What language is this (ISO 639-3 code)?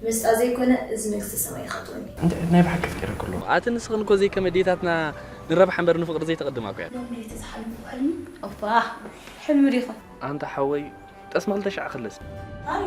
tir